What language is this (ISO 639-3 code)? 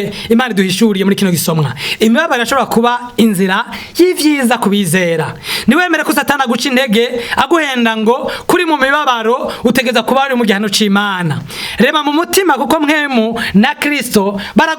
run